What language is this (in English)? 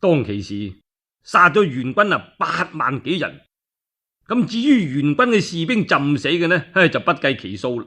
Cantonese